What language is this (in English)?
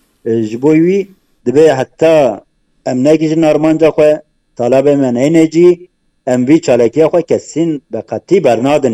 Kurdish